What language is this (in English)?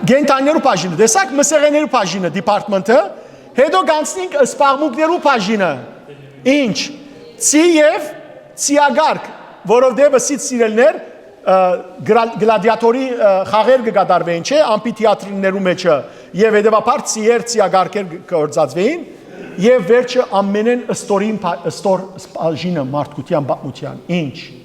Western Armenian